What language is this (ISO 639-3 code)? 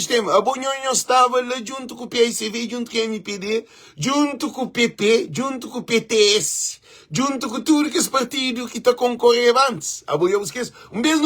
kea